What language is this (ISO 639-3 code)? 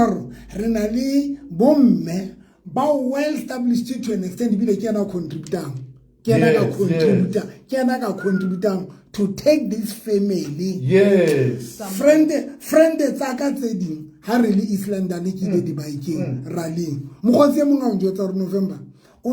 sot